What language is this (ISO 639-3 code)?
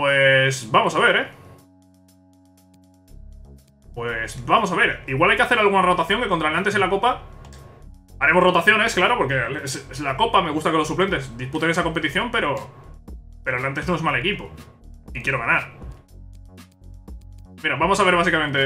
spa